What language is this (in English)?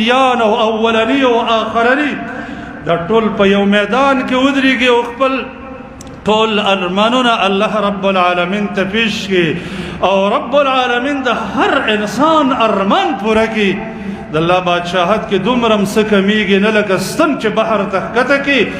Pashto